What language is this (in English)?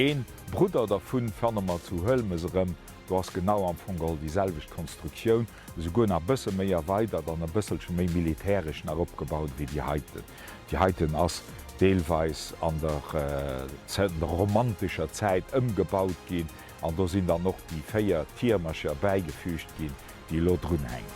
Luxembourgish